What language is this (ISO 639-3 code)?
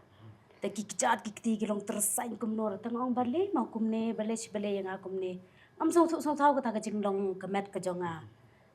kha